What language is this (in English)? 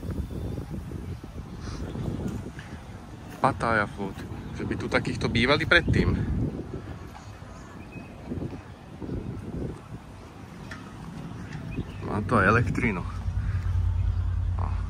Slovak